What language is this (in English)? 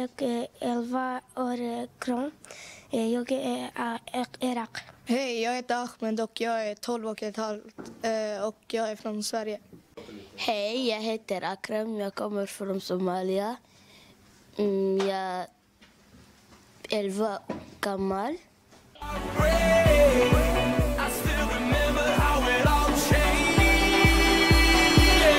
Swedish